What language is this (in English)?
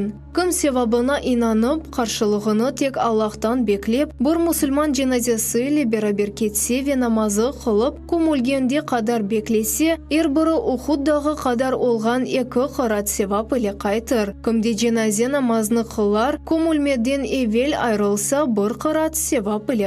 Crimean Tatar